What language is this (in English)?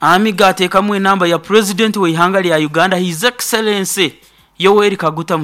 Nyoro